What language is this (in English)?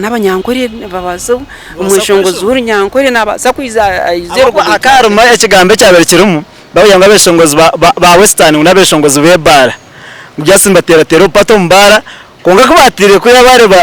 Nyankole